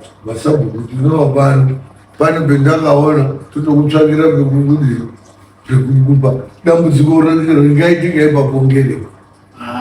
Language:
Shona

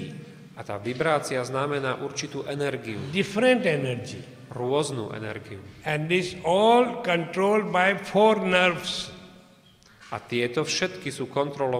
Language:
Slovak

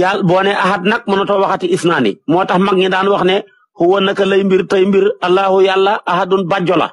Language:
Wolof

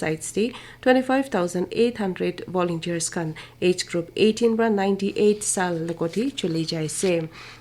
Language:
Naga Pidgin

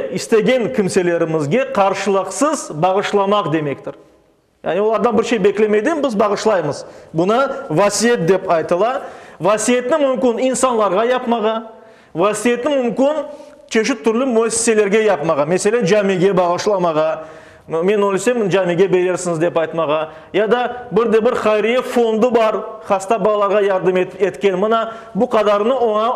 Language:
Crimean Tatar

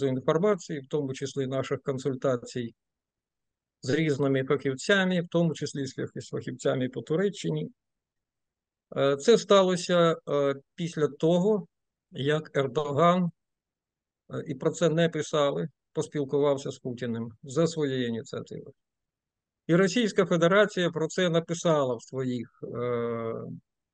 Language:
Ukrainian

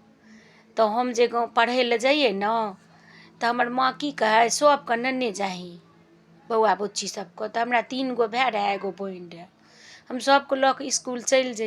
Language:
Maithili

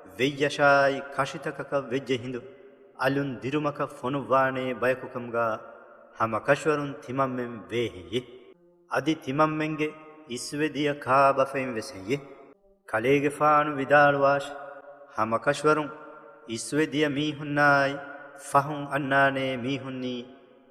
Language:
Divehi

